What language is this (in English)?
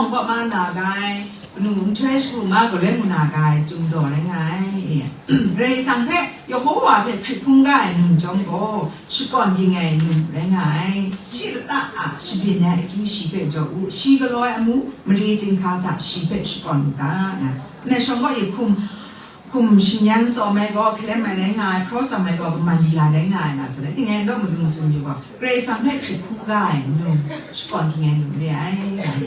Kachin